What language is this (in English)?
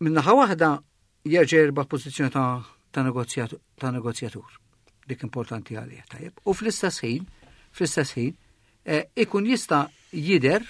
Maltese